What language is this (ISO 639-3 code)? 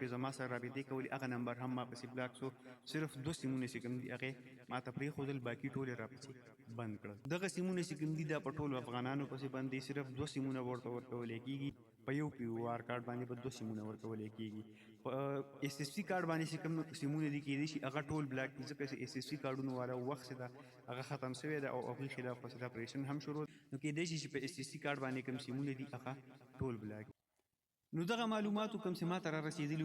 pus